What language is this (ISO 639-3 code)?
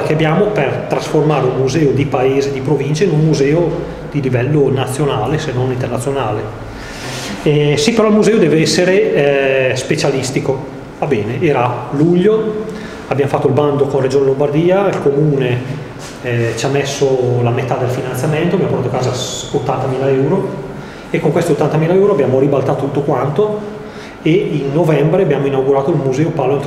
ita